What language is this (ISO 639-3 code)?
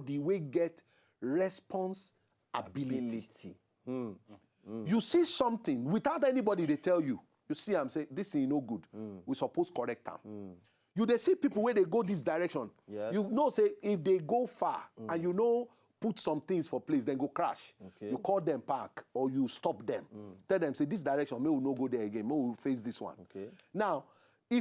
pcm